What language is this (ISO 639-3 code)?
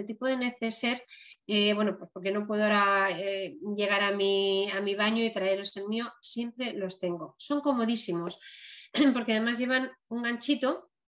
spa